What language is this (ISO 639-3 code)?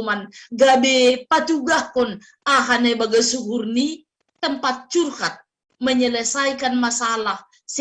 bts